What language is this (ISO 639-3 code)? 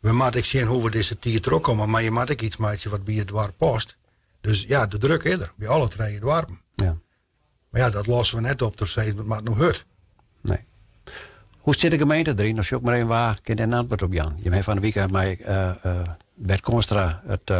fry